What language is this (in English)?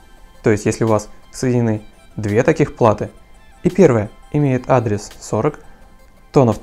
Russian